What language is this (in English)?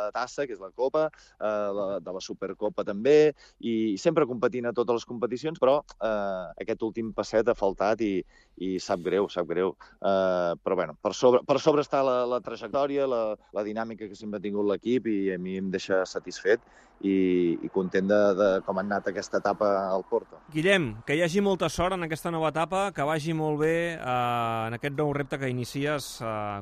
Catalan